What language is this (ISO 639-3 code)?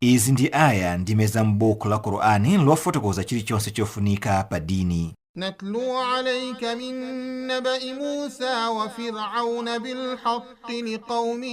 nya